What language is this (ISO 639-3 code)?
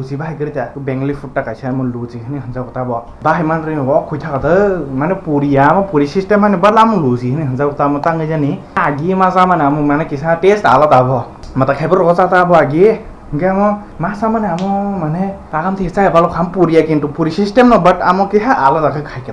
trp